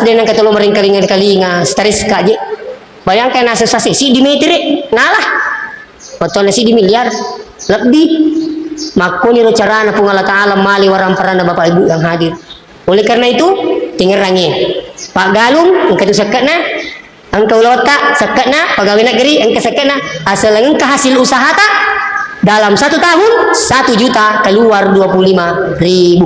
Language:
Buginese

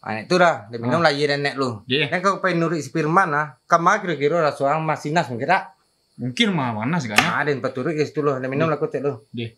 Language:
Minangkabau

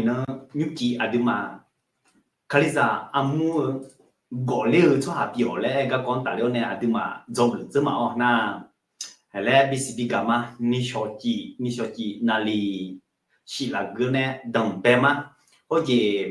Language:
Akha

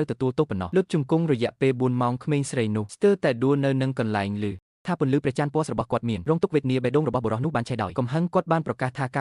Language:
Khmer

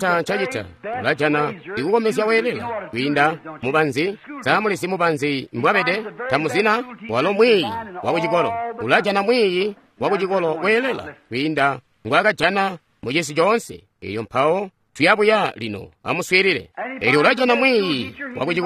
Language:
Tonga (Zambia)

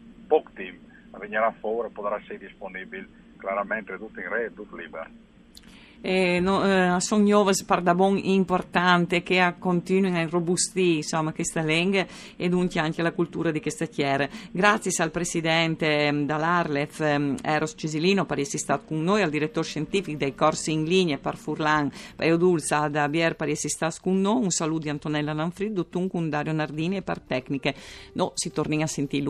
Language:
Friulian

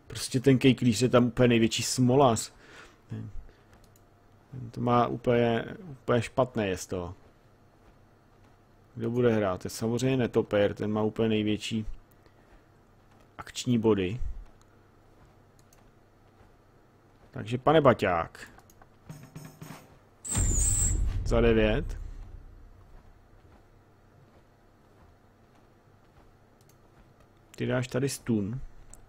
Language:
Czech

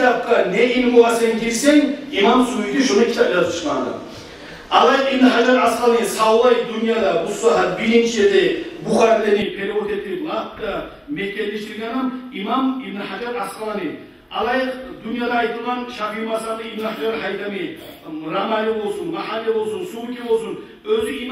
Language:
Kumyk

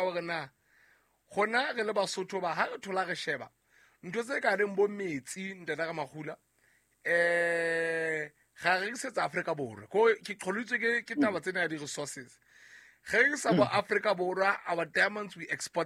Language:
Southern Sotho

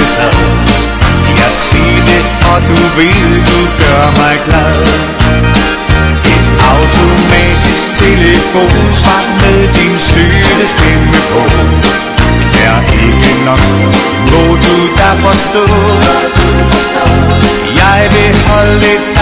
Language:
Danish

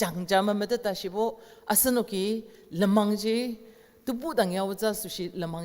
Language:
Ao Naga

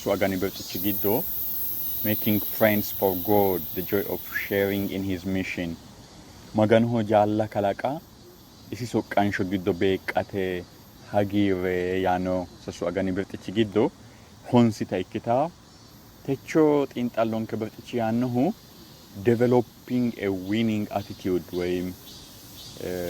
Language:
Sidamo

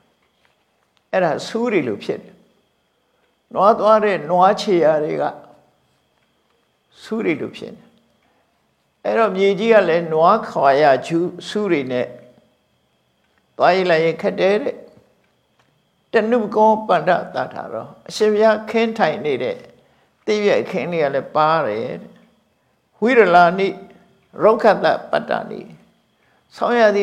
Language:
Burmese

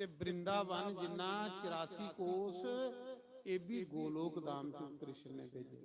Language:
Dogri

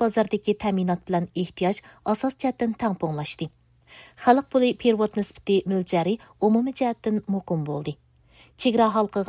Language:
Uyghur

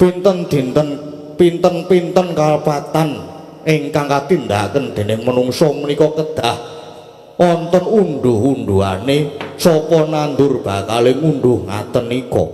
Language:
Javanese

